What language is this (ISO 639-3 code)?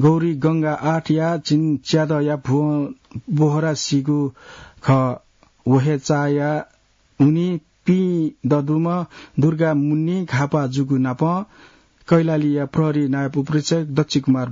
new